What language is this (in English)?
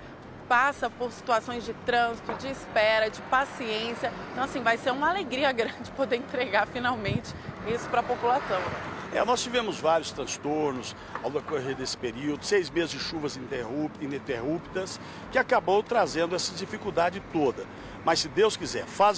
Portuguese